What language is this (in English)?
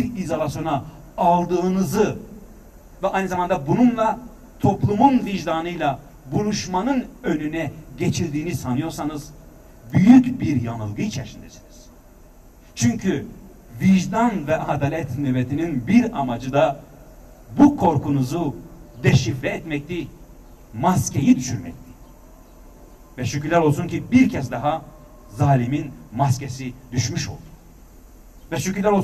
Turkish